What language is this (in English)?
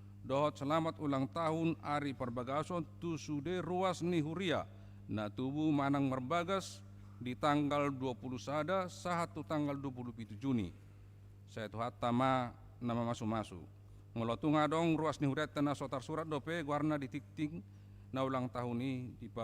Batak Toba